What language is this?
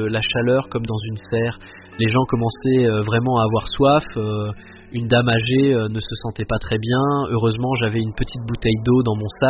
French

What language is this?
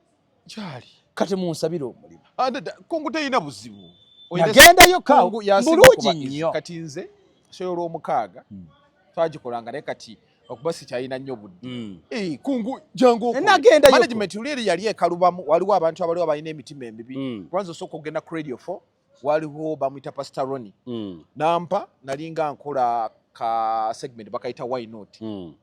Ganda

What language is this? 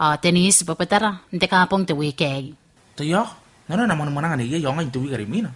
Gilbertese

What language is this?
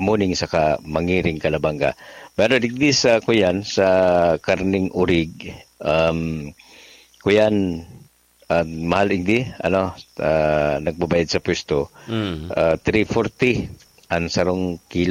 Bikol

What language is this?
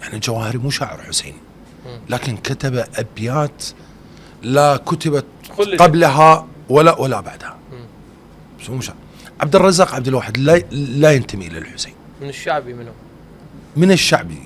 Mesopotamian Arabic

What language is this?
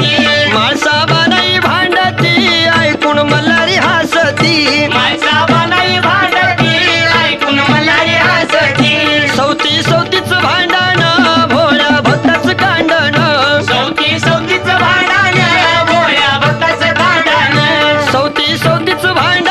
Marathi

